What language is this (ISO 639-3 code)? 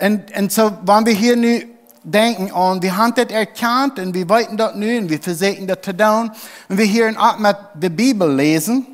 pdt